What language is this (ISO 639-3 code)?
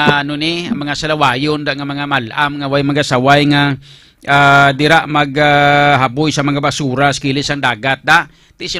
hil